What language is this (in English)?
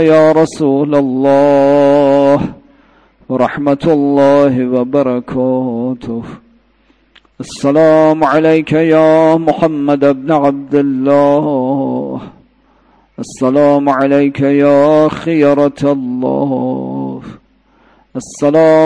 Persian